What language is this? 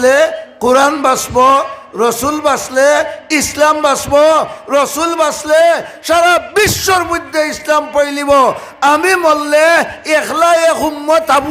Sylheti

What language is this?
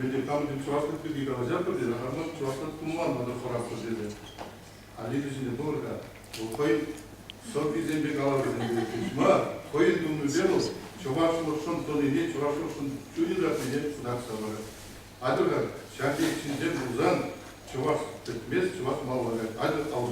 Chuvash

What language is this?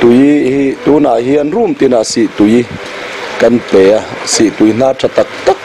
Mizo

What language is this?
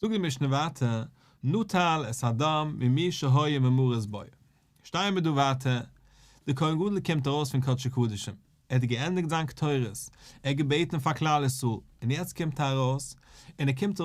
Yiddish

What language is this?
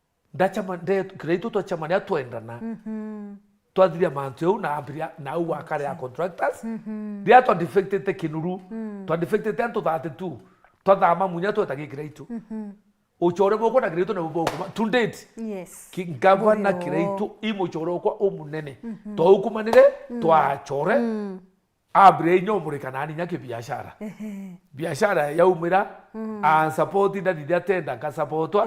Meru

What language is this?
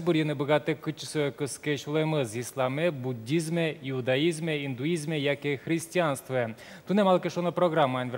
Udmurt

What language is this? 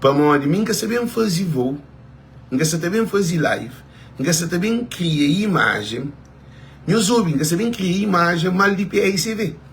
Kabuverdianu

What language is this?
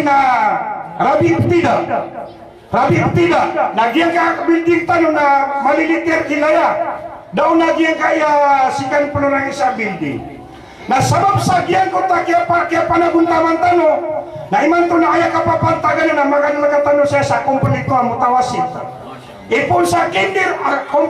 Maranao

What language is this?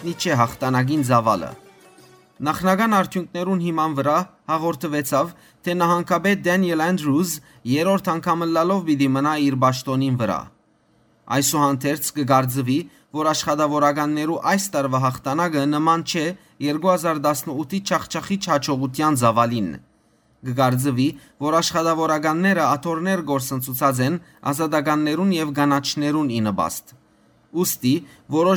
Western Armenian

